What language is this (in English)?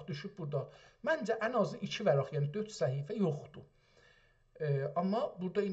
South Azerbaijani